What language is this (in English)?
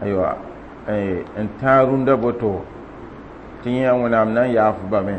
Mossi